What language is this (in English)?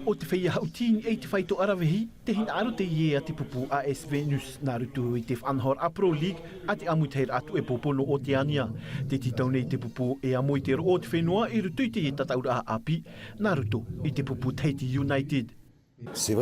Tahitian